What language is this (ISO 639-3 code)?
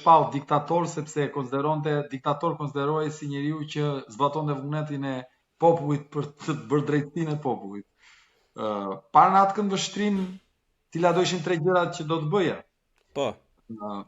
sqi